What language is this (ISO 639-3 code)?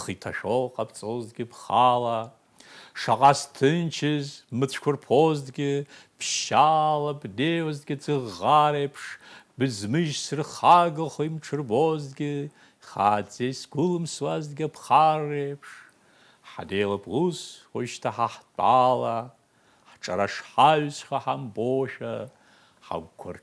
abk